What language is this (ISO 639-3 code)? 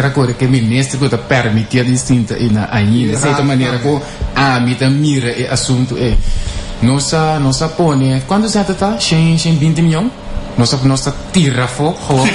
pap